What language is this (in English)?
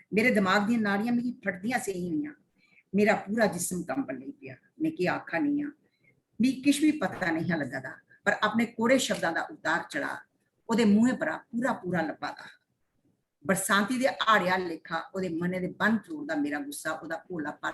Dogri